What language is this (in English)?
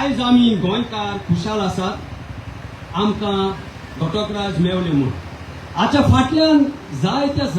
Konkani